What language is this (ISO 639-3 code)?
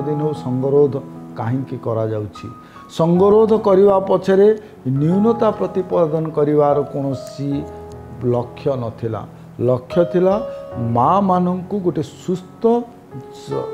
ori